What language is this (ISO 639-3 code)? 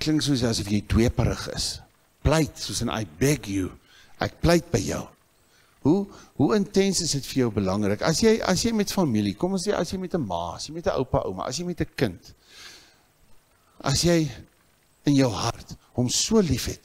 afr